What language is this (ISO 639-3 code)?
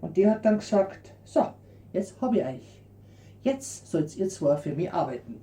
bar